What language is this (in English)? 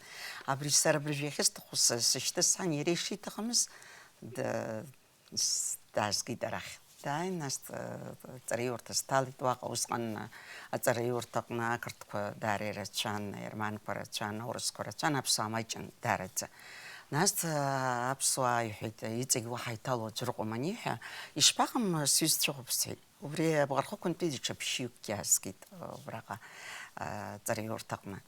Abkhazian